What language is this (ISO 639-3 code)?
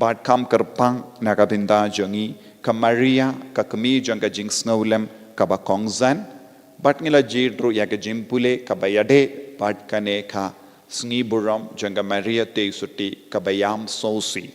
kha